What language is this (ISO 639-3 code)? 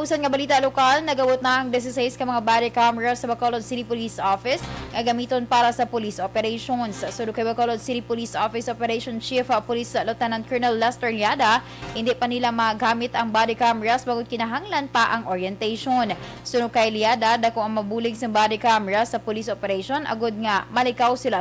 hil